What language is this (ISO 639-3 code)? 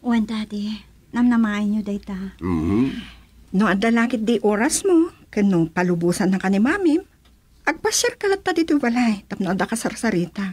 ilo